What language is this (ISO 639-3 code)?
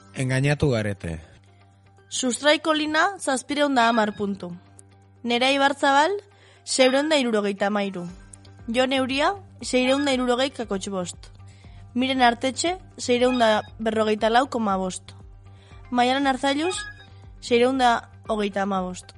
eus